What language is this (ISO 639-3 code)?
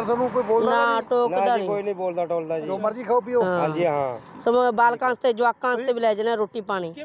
pan